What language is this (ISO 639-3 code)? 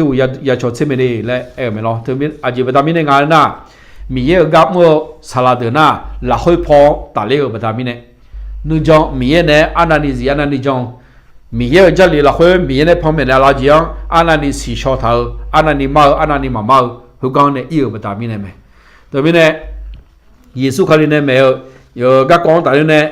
ahk